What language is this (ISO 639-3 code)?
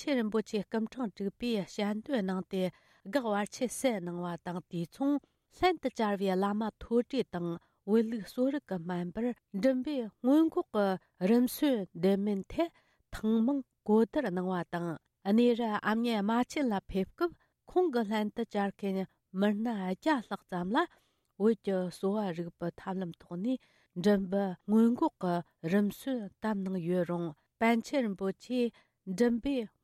bod